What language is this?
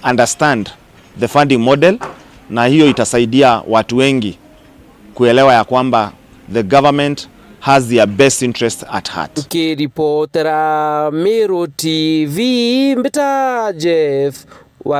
Meru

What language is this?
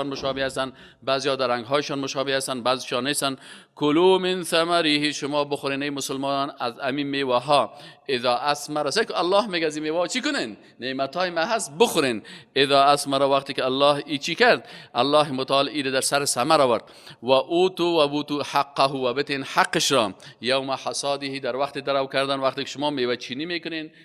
Persian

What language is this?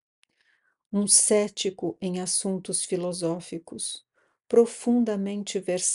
Portuguese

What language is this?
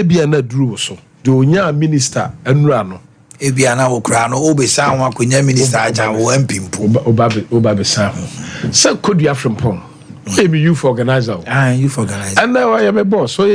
Akan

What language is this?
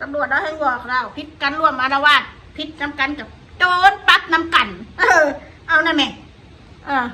Northeastern Thai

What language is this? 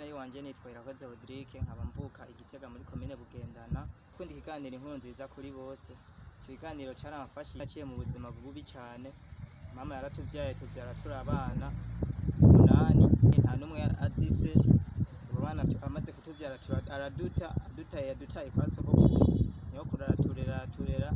Rundi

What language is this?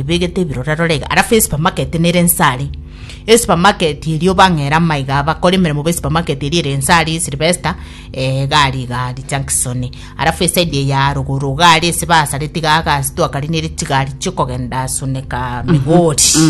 Gusii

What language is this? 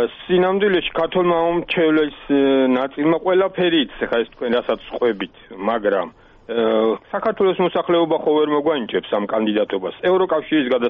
Georgian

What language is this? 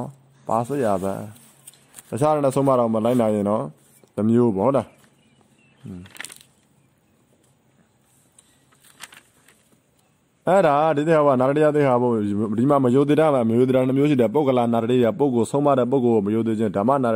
Burmese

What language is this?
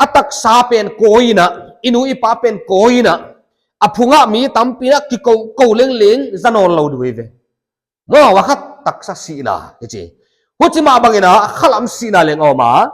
Paite Chin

